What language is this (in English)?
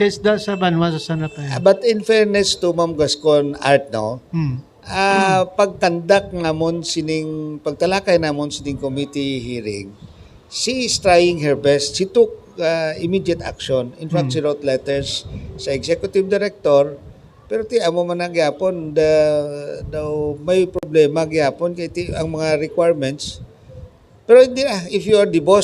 Hiligaynon